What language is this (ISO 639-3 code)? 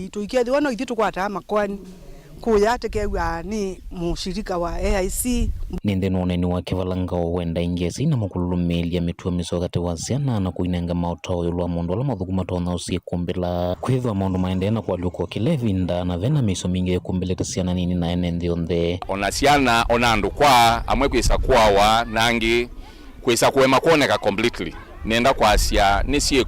kam